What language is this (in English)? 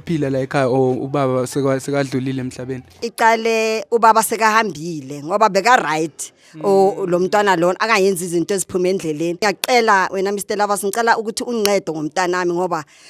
Zulu